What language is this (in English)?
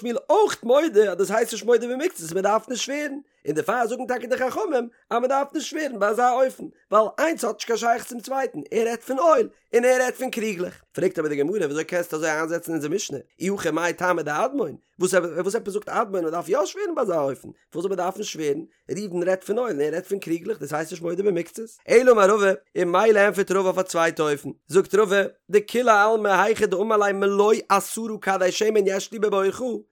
Yiddish